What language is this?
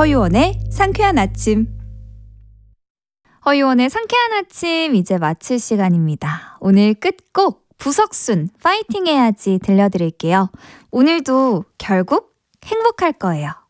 Korean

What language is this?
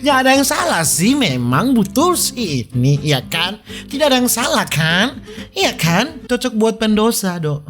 Manado Malay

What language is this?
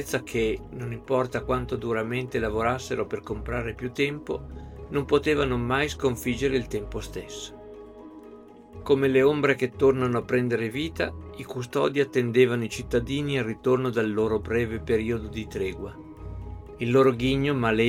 Italian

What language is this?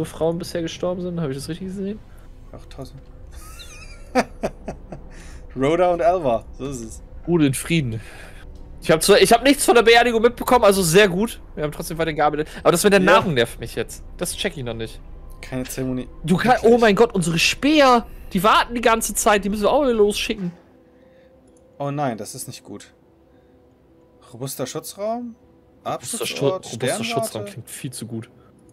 German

